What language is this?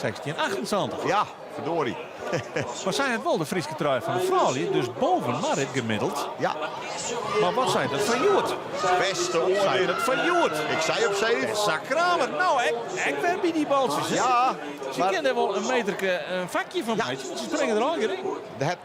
Western Frisian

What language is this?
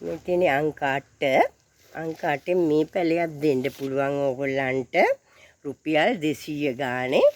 Sinhala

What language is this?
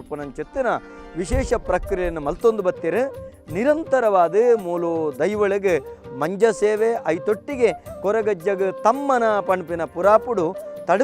Tulu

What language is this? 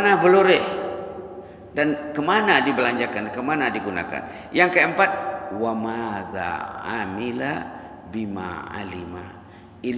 Malay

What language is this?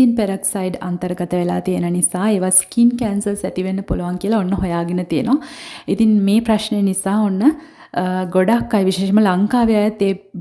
Sinhala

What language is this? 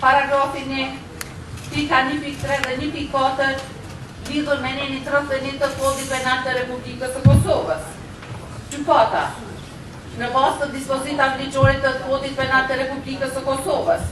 Albanian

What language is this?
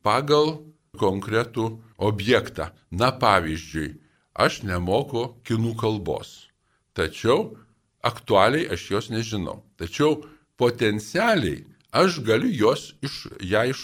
Lithuanian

